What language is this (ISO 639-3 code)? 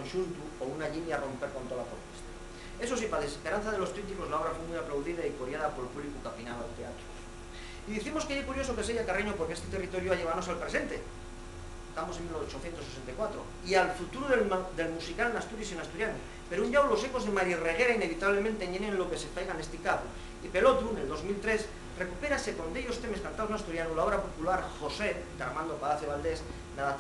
ast